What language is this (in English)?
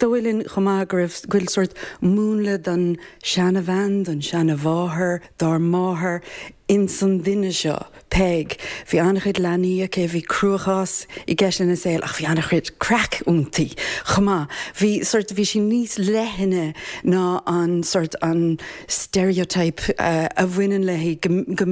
Irish